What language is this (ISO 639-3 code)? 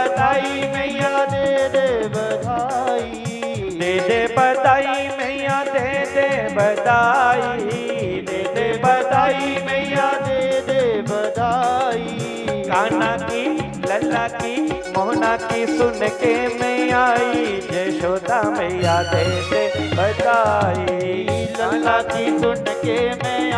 doi